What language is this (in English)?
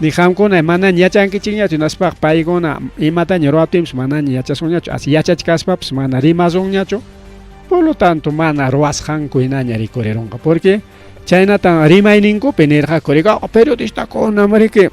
Ayacucho Quechua